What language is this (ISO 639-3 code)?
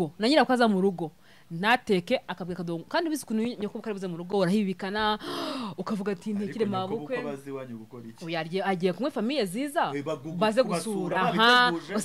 kin